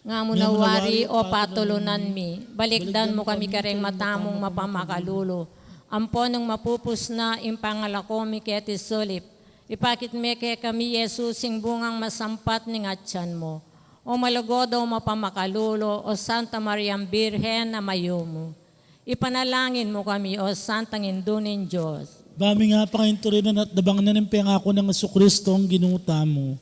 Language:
Pampanga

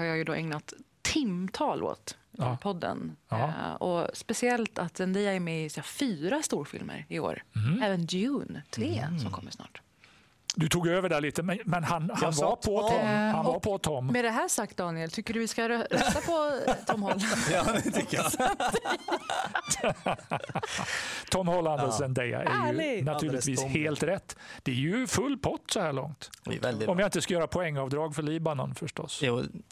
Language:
Swedish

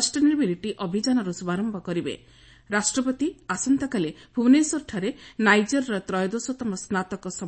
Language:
Odia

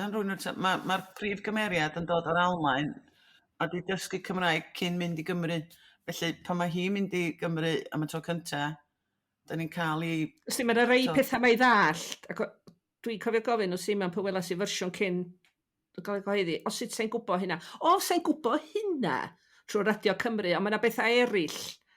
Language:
Welsh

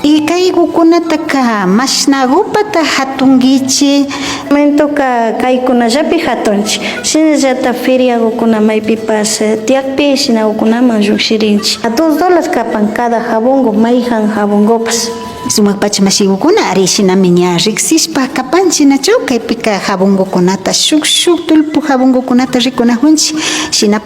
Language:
Imbabura Highland Quichua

